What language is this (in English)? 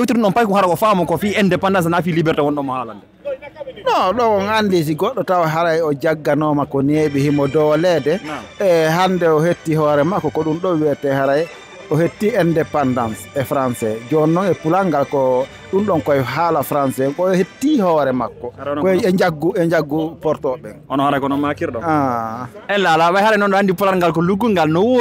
Fula